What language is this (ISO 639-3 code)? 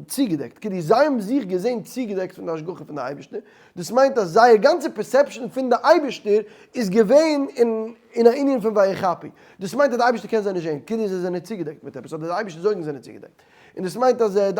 yid